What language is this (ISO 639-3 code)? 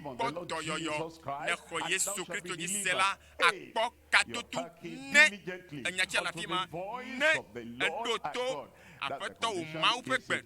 ewe